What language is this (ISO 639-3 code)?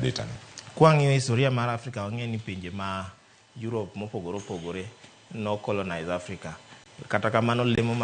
luo